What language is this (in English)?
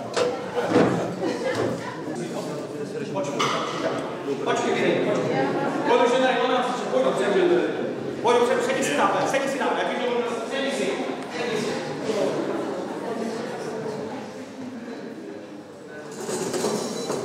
Czech